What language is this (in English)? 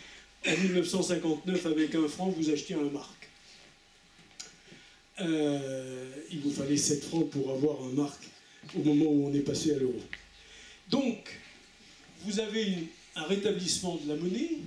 French